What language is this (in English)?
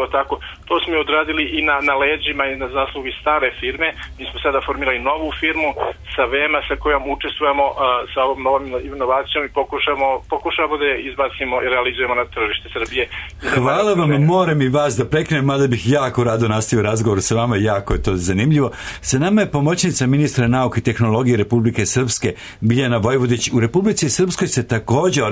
Serbian